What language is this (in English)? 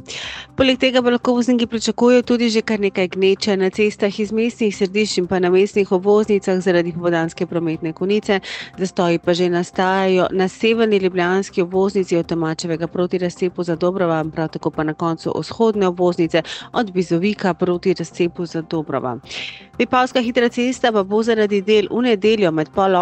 Slovenian